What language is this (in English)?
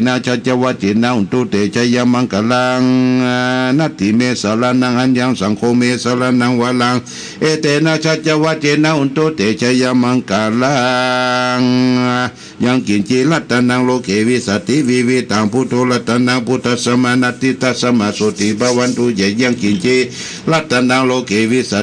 Pali